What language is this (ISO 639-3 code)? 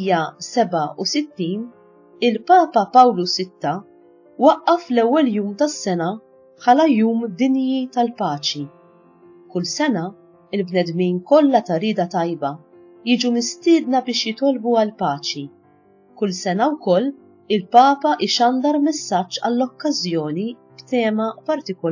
mlt